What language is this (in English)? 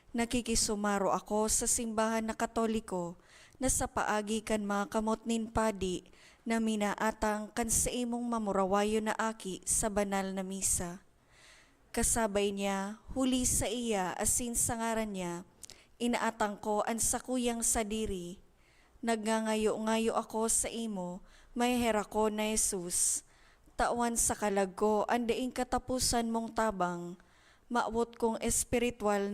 Bikol